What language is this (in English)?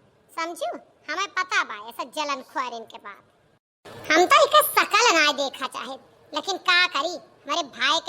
Awadhi